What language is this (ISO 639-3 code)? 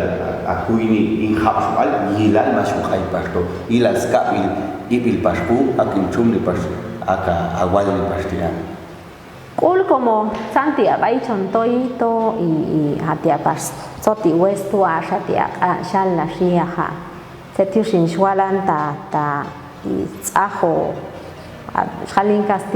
jac